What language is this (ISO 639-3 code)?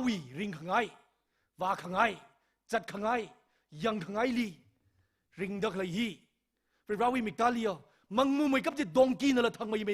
nmf